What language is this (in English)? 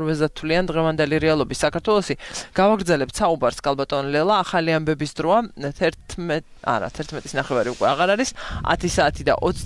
Georgian